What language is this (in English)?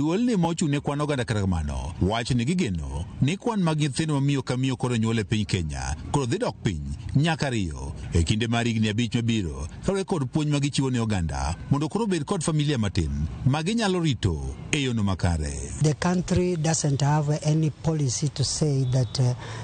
Luo (Kenya and Tanzania)